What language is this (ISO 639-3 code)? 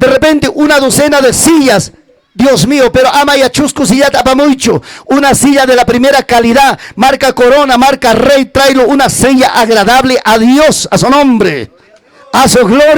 quy